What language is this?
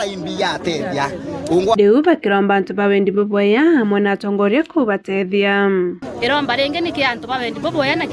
Meru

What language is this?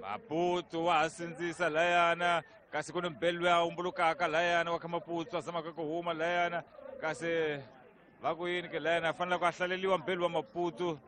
Tsonga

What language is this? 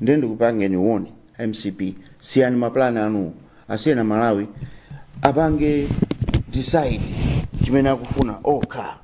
Nyanja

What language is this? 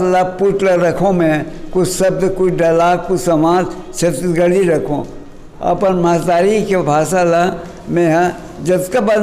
Chhattisgarhi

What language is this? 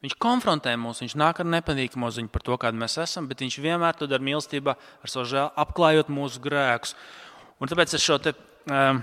Latvian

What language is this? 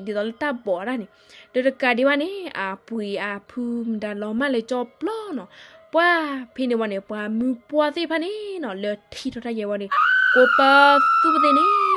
S'gaw Karen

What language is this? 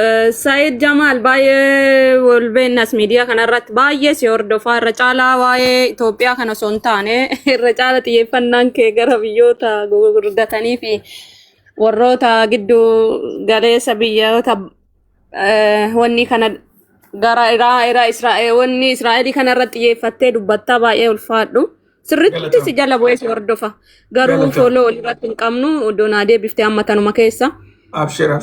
Oromo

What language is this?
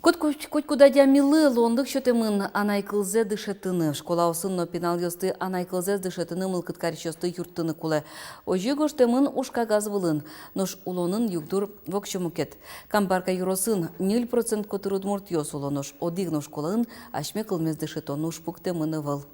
Udmurt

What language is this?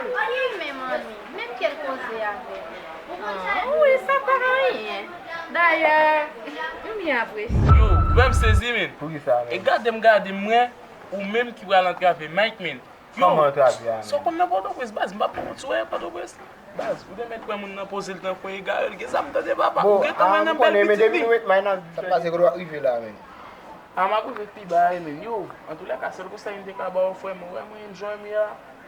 Haitian Creole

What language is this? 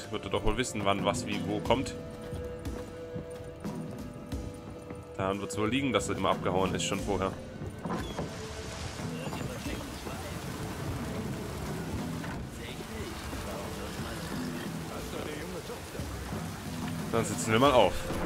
German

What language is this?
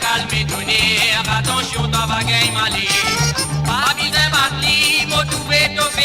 Morisyen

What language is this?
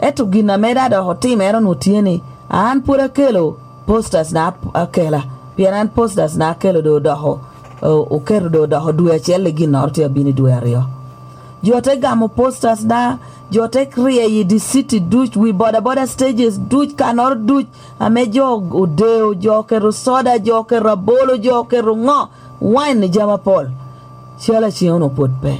Lango (Uganda)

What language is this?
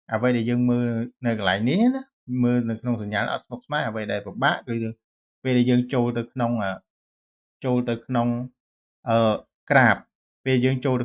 Khmer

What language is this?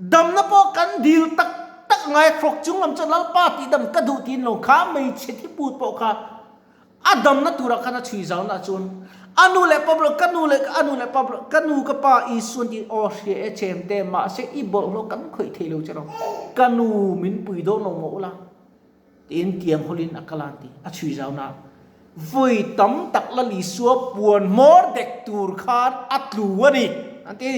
Mizo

